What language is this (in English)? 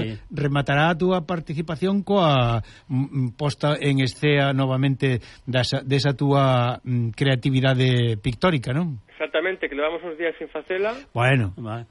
Galician